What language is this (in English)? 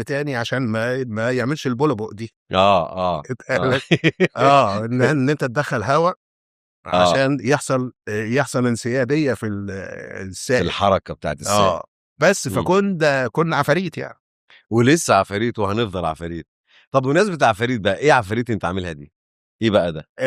Egyptian Arabic